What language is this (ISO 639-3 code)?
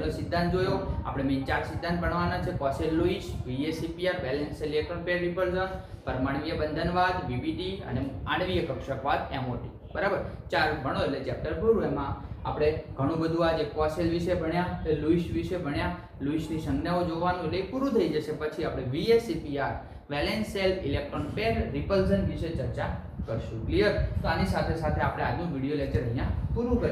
guj